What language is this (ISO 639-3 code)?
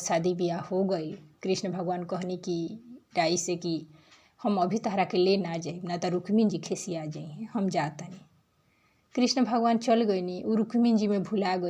bho